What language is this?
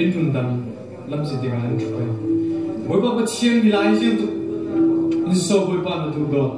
Falam Chin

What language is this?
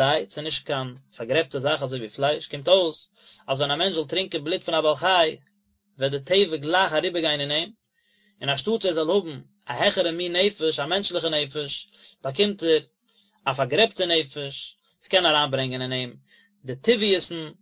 Yiddish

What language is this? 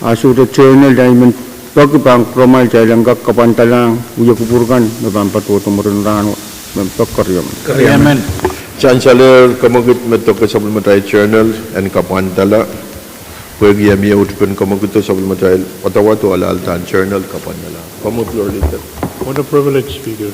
Pohnpeian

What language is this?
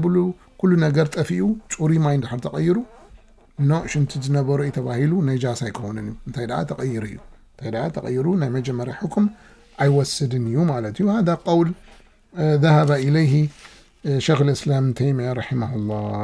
Tigrinya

